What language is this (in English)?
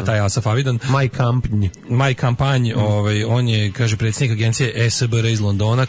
Serbian